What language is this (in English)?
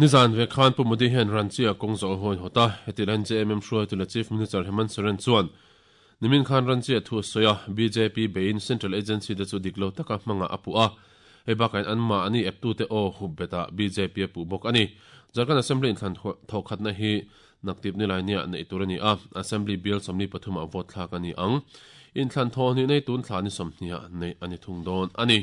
Mizo